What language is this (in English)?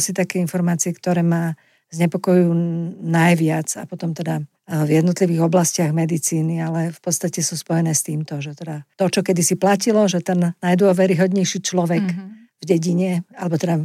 Slovak